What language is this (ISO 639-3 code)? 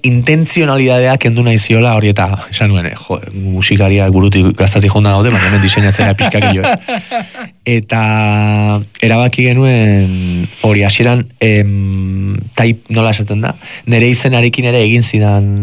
eus